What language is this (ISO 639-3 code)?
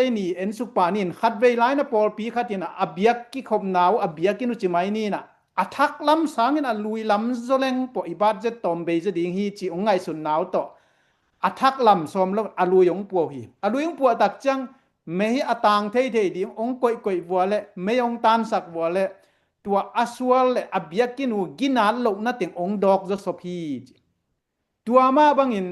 ctd